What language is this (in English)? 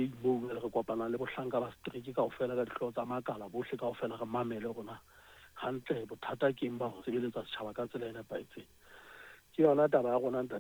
Southern Sotho